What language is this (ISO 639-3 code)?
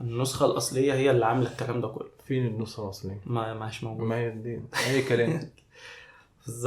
arz